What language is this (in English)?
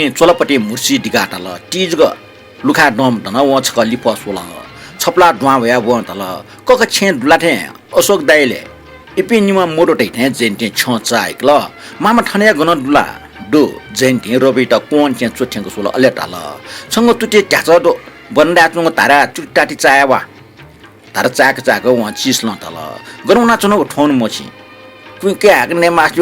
Newari